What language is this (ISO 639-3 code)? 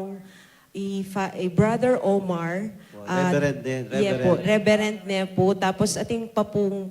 pam